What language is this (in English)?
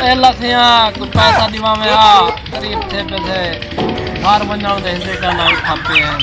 Saraiki